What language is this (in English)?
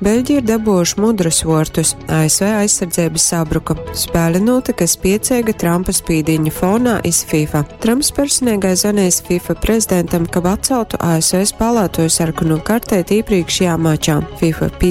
Latgalian